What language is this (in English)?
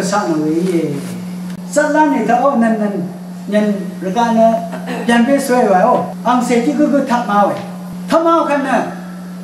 Thai